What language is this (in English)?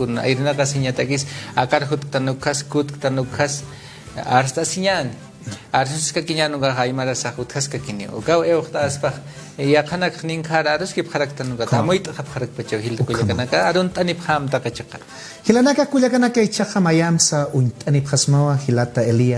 Aymara